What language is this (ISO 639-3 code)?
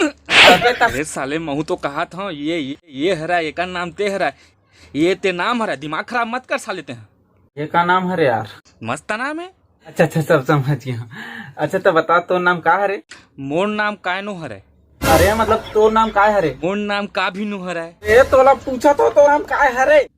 hne